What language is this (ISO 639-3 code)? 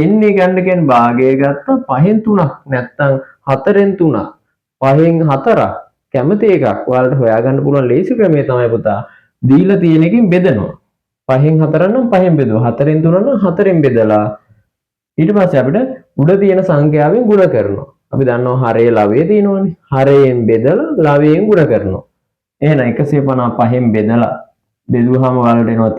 sin